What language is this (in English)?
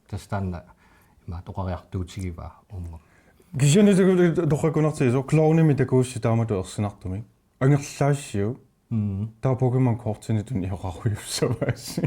Kalaallisut